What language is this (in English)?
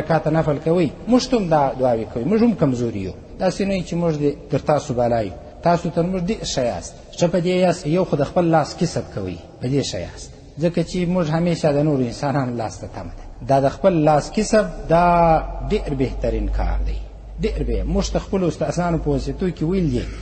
Pashto